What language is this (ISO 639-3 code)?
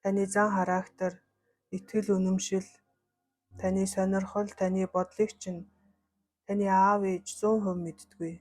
mon